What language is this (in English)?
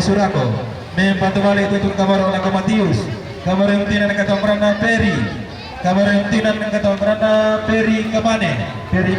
Toraja-Sa'dan